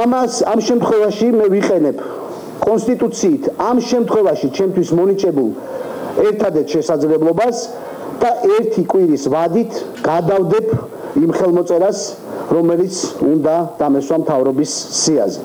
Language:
Georgian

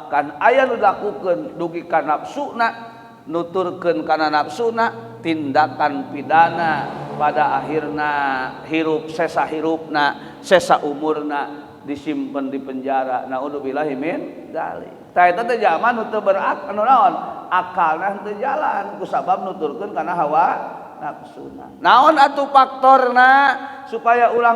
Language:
Sundanese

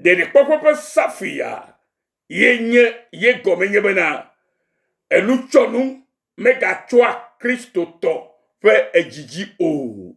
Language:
Ewe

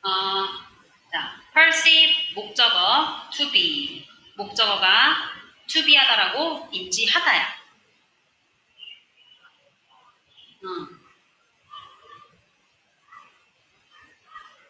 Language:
Korean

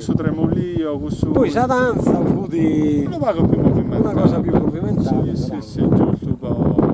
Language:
Sardinian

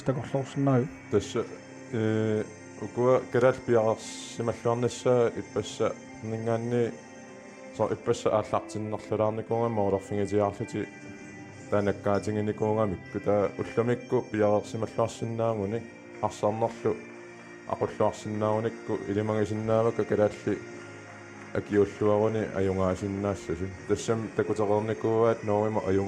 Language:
Kalaallisut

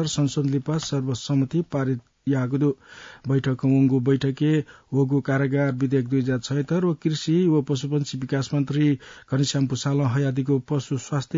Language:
Newari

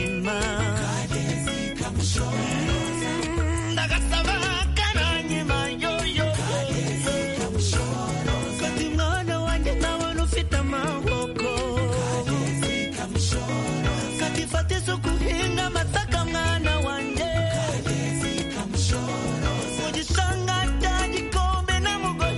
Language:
Kinyarwanda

